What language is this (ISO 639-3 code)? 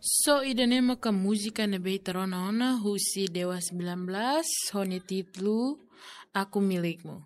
tet